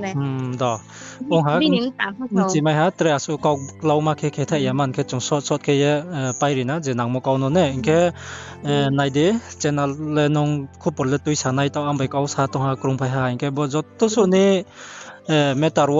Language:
Riang (India)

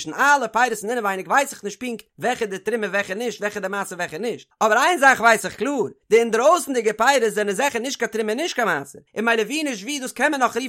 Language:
Yiddish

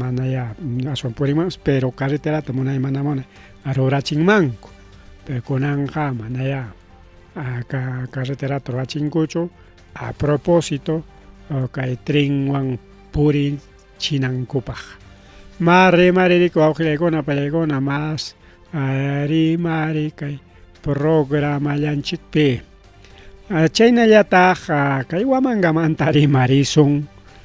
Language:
Ayacucho Quechua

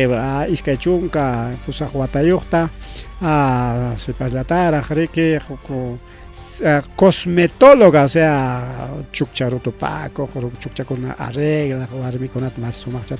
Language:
Ayacucho Quechua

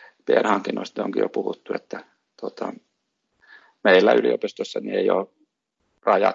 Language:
Finnish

